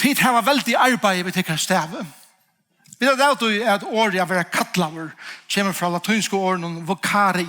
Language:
Faroese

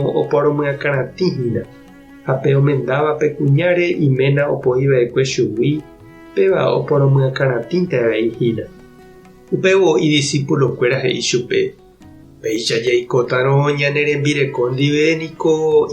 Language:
Guarani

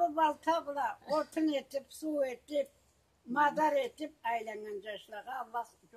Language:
Karachay-Balkar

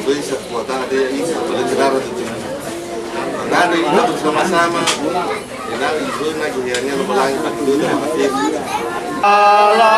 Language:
Nias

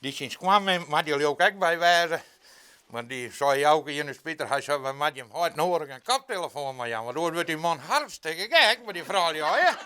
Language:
Western Frisian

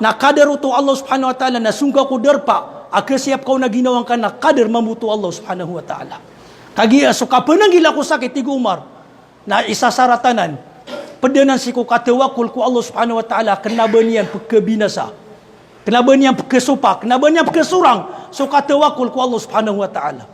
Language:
Maranao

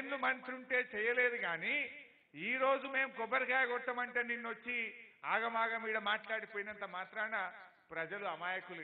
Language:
Telugu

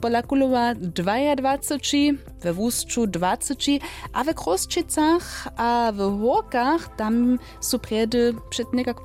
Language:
Upper Sorbian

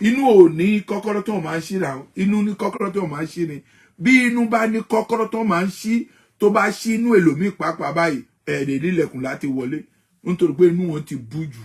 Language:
Yoruba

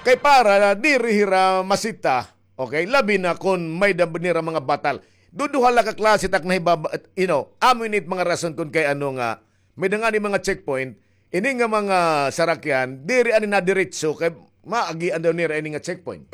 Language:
Waray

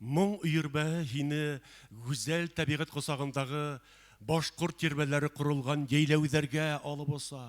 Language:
Bashkir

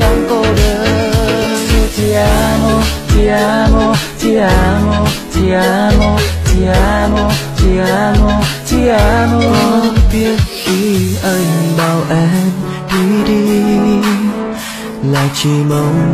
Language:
Vietnamese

